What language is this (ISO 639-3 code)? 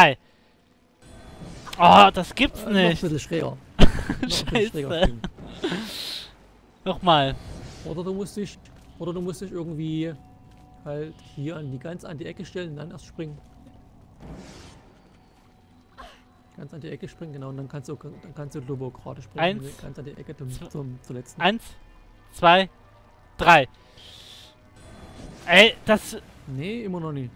deu